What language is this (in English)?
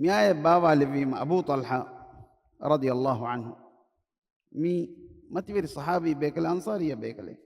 Divehi